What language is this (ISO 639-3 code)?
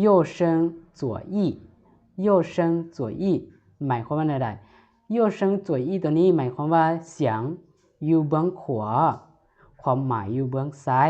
lao